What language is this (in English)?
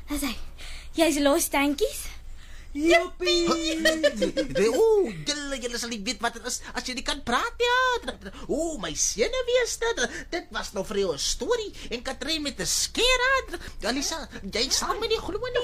Afrikaans